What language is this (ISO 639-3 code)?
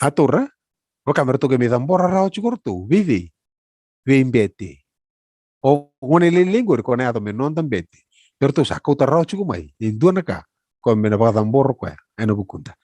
fij